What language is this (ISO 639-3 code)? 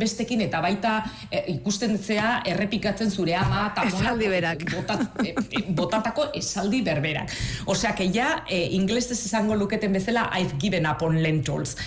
eus